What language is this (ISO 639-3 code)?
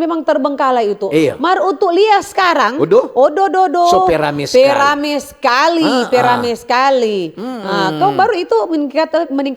xmm